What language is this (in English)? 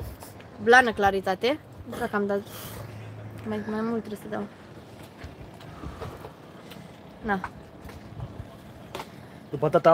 Romanian